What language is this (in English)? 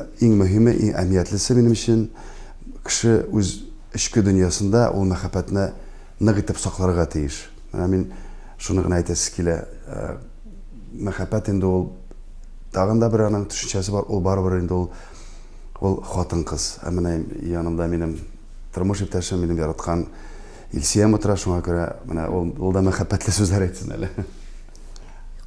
Tatar